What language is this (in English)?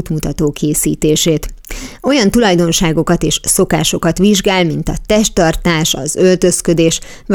Hungarian